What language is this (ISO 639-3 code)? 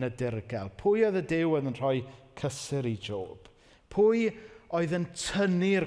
cym